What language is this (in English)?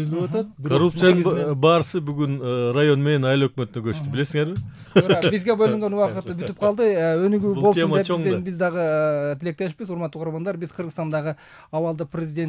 Kyrgyz